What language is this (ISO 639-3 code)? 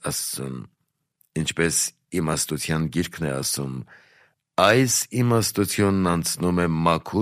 hye